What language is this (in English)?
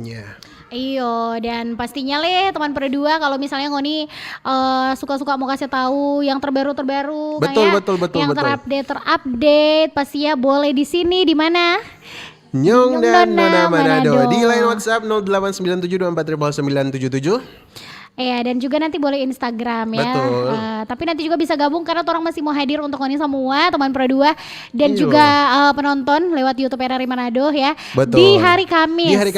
Manado Malay